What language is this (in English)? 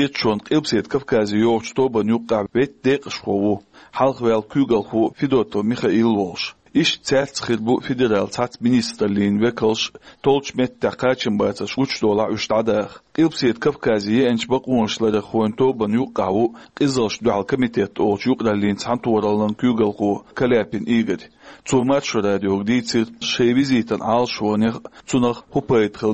Chechen